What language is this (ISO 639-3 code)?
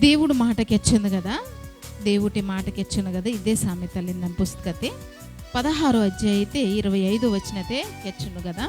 kff